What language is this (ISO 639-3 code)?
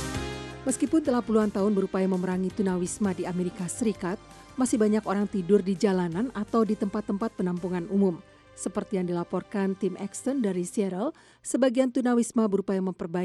ind